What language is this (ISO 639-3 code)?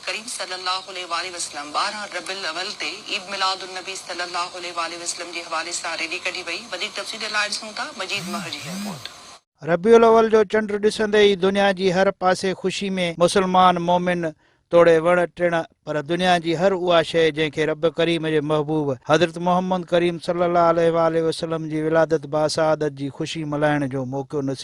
snd